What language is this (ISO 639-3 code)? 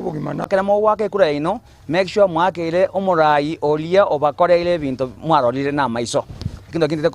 guz